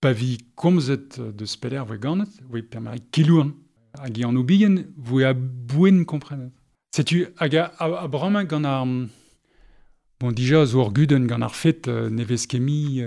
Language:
Breton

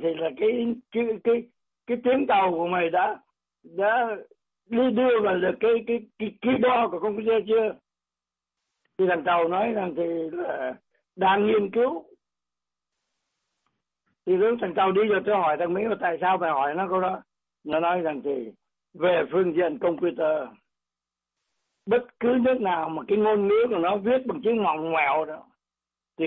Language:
Vietnamese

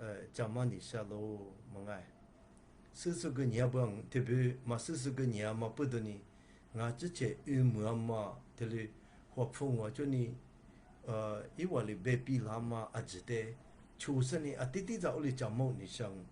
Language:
Lisu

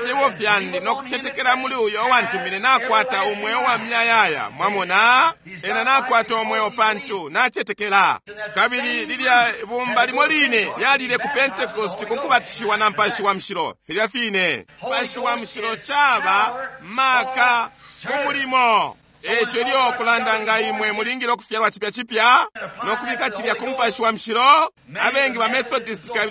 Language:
Bemba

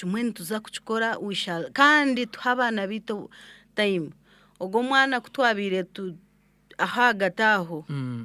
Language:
Nyankole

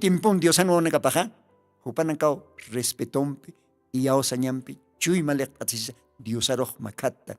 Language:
Aymara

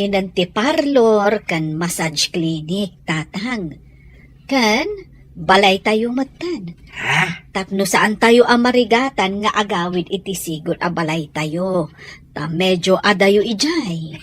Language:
Iloko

